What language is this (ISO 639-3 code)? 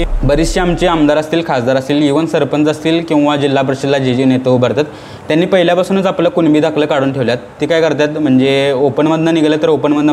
mar